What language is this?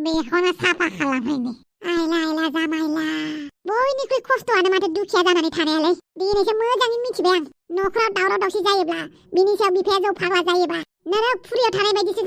Bodo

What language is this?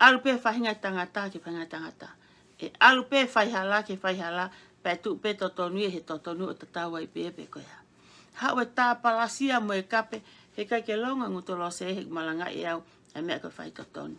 Tongan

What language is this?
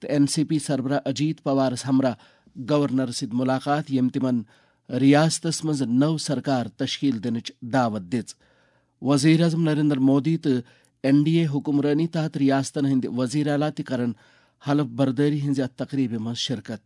Kashmiri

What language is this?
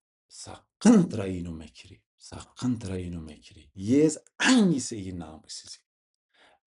Zaza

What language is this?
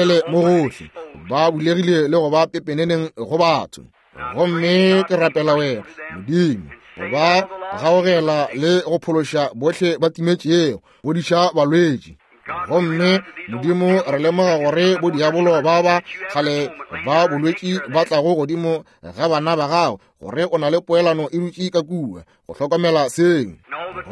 Northern Sotho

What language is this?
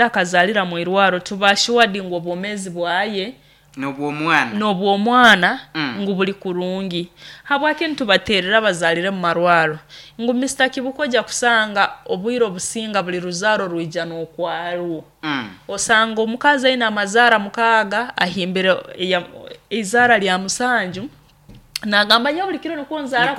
Nyoro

